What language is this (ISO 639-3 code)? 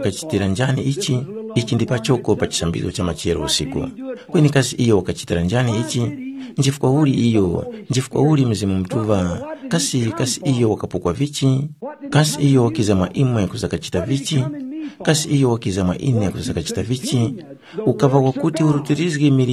tum